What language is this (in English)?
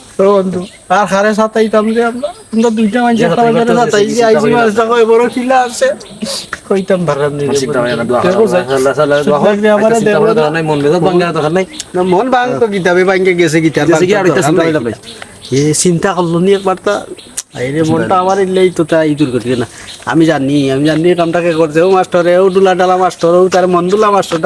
Sylheti